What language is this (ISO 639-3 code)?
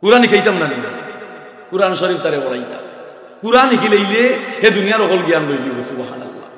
syl